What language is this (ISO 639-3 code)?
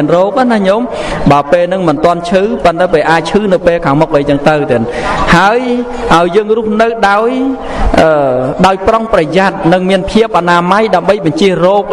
khm